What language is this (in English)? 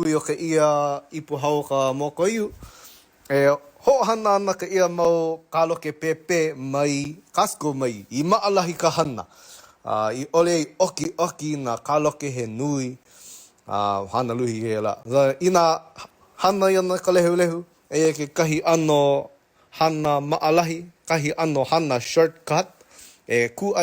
Hawaiian